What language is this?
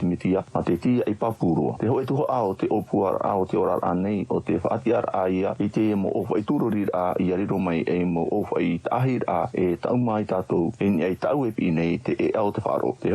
Tahitian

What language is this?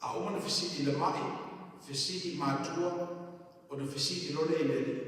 Samoan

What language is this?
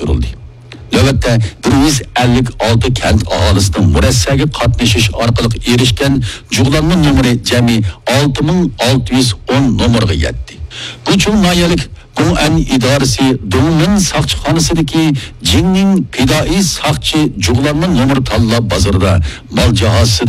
Uyghur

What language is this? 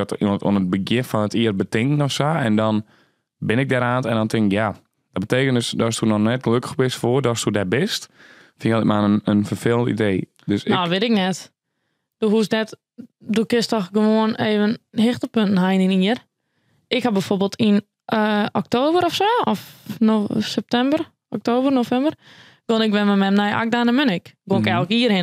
Western Frisian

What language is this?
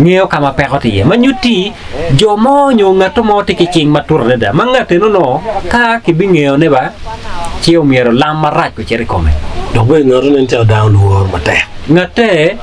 Acoli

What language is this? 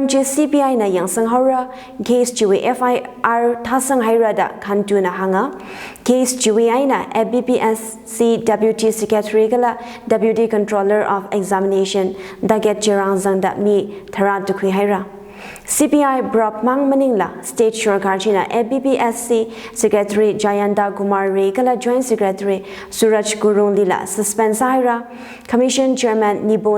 Tangkhul Naga (India)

